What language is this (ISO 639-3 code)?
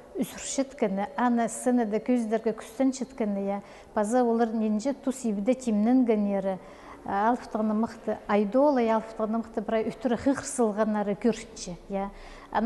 kjh